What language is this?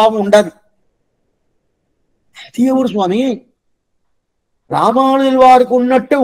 Telugu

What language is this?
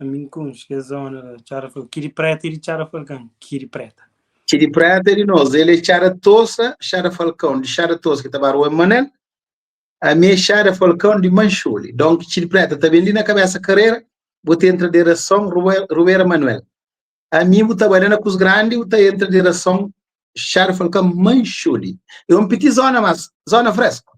Kabuverdianu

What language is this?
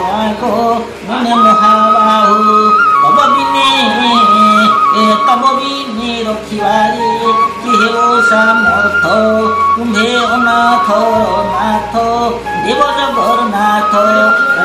Odia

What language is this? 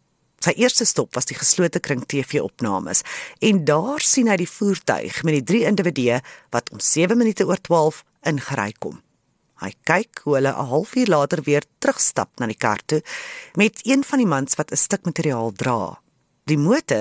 Afrikaans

